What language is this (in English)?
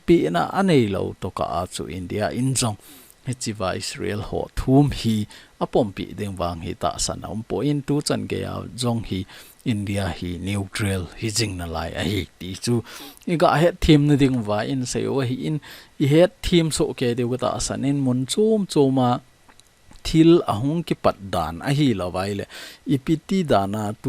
Thado Chin